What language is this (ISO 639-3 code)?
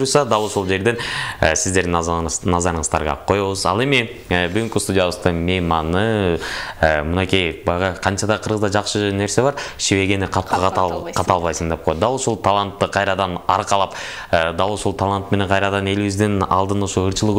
kir